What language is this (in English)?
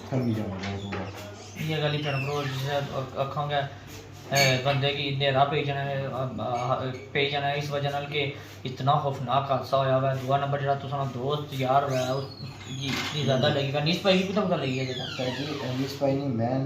Pahari-Potwari